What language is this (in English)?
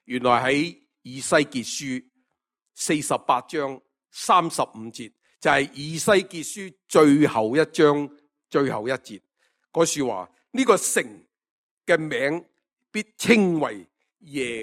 Cantonese